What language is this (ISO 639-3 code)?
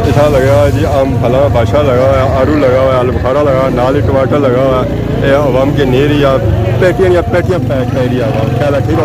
phr